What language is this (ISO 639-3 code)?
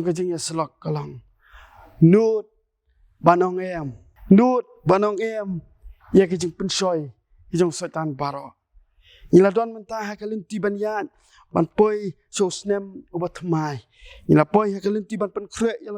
kha